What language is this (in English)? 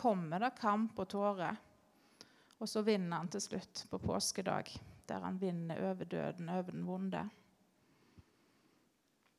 Norwegian